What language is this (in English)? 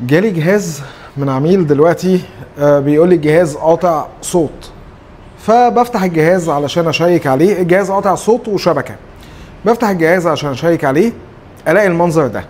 Egyptian Arabic